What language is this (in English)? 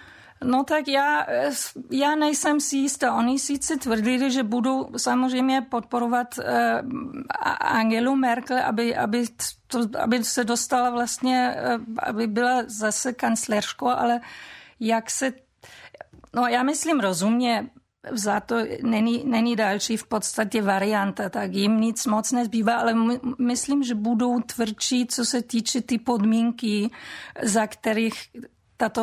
Czech